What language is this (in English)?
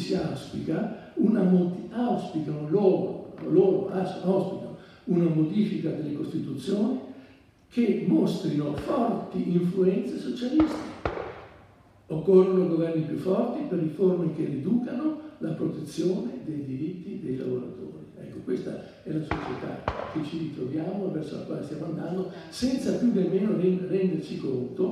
Italian